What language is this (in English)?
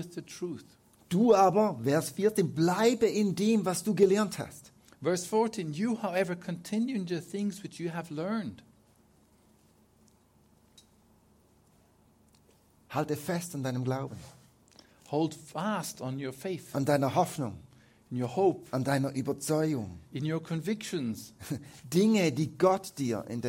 German